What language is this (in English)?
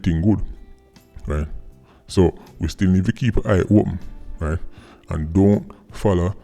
Jamaican Creole English